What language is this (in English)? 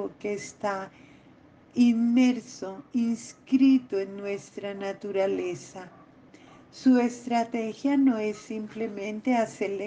Spanish